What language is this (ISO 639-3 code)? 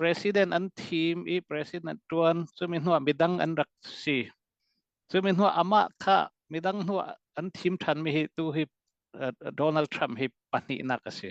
cnh